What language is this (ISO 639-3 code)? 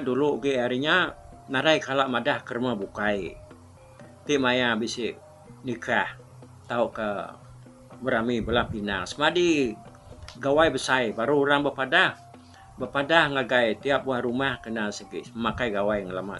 iba